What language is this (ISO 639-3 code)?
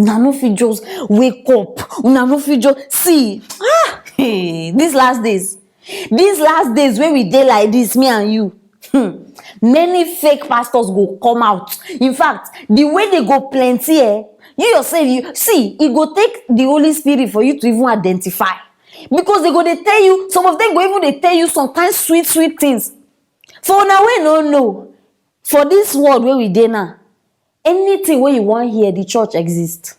pcm